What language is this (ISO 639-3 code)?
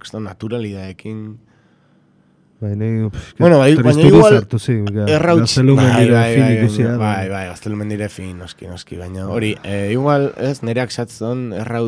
eus